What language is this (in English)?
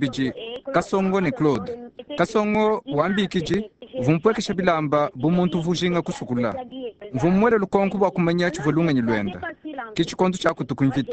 Luba-Lulua